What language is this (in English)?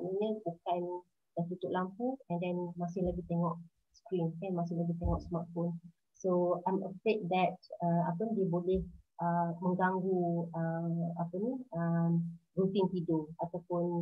Malay